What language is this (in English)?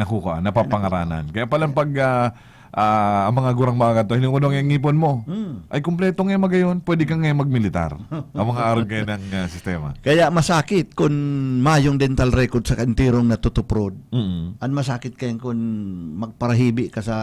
Bikol